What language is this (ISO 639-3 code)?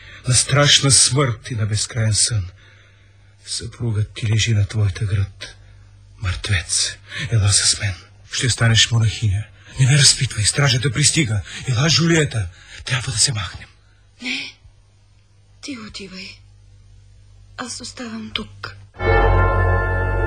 bul